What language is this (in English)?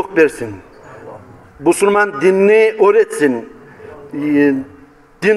Kumyk